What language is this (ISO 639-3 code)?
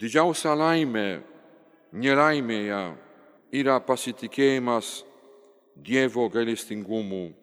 lit